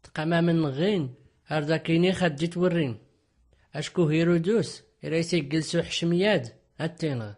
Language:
Tachelhit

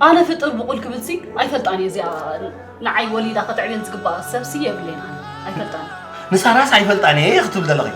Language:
Tigrinya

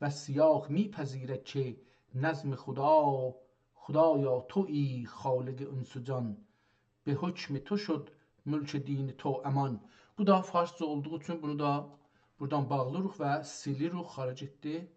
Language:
South Azerbaijani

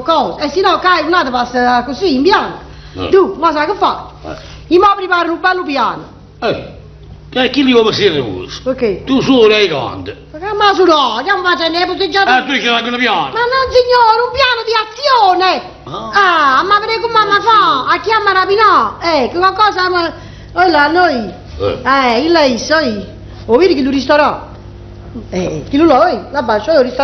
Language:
Neapolitan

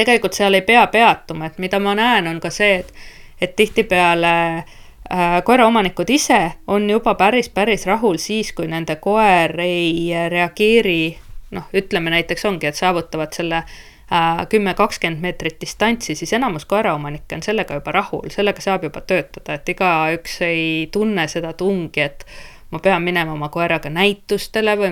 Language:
Estonian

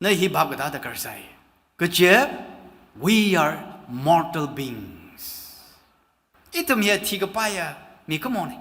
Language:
Tangkhul Naga (India)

